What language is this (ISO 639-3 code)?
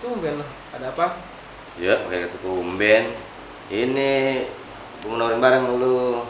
bew